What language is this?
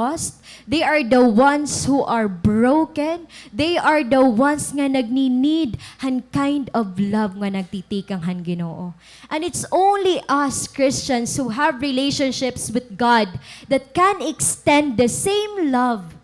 Waray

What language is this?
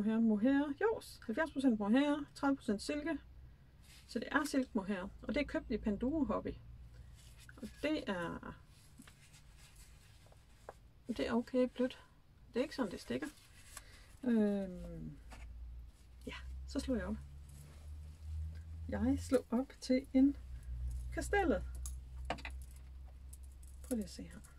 Danish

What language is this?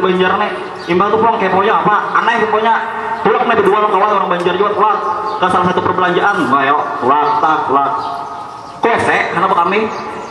Banjar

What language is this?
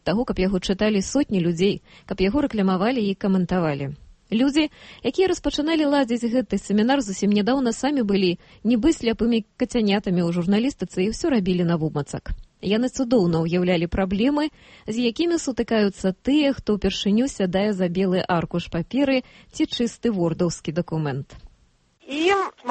Belarusian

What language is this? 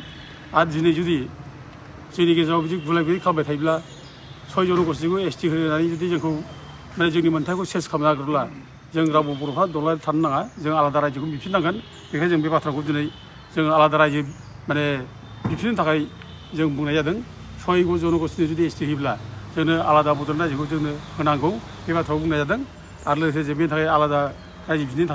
Bodo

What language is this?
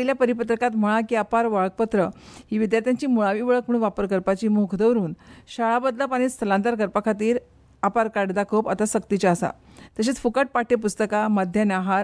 Konkani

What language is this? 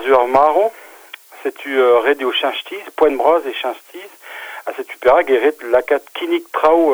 Breton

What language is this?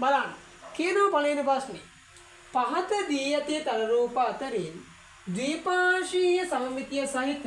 Sinhala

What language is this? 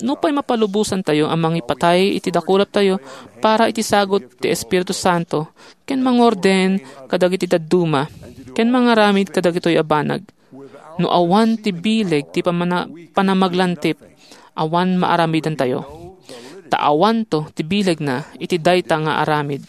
Iloko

